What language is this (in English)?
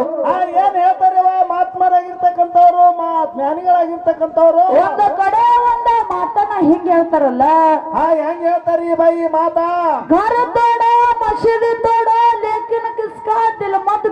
Kannada